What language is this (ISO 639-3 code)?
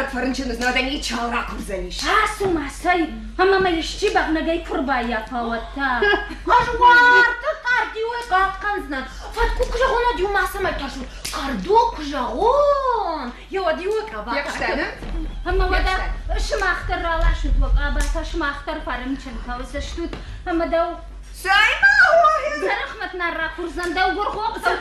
oss